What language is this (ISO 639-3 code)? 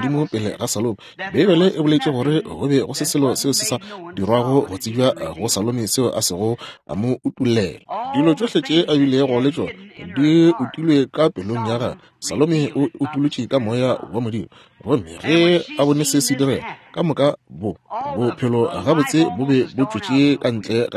nso